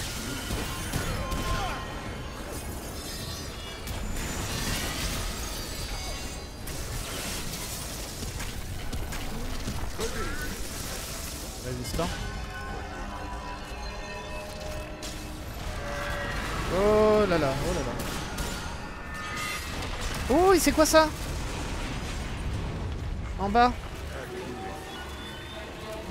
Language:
French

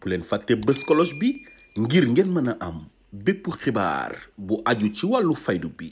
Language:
Wolof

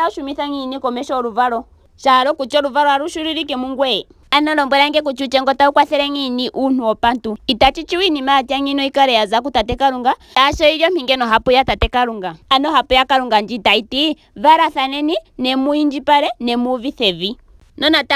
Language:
Ndonga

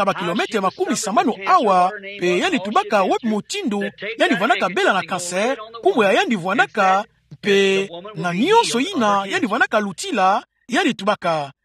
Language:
Kituba (Democratic Republic of Congo)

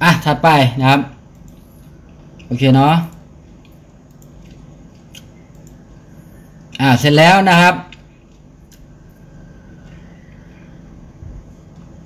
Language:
Thai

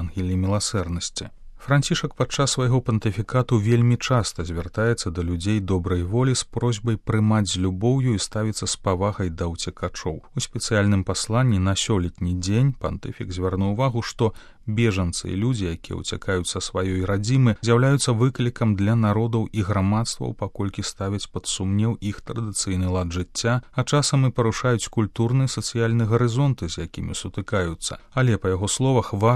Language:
Belarusian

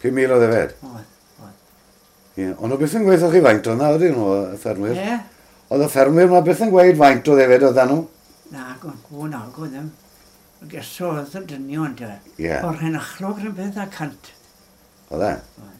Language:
Welsh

